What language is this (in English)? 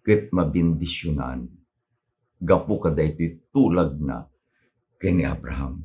Iloko